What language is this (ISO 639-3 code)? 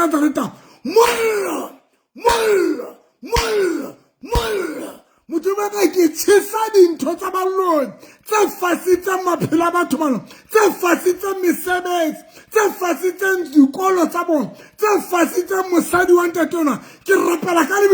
sot